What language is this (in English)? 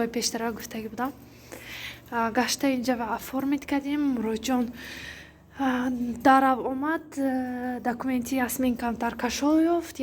Tajik